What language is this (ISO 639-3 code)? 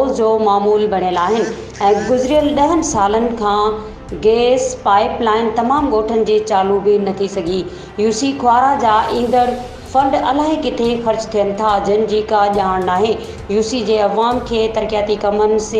snd